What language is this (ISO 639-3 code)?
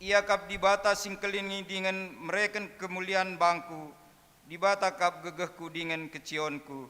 btx